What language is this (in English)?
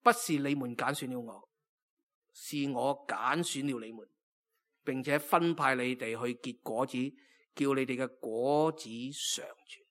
Cantonese